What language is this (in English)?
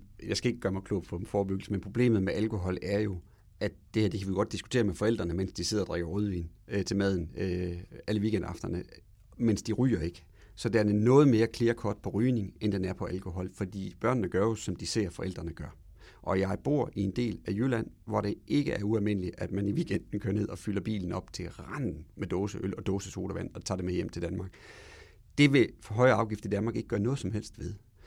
Danish